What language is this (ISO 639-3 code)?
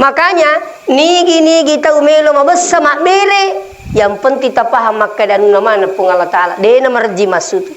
bug